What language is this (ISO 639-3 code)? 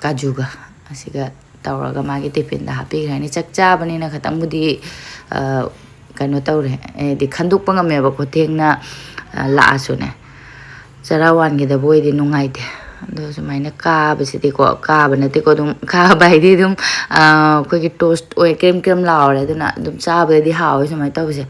mni